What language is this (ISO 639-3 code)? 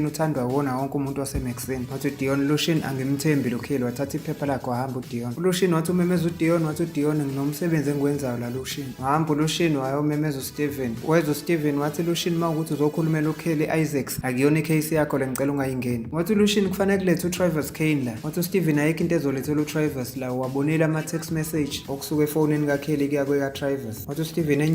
zul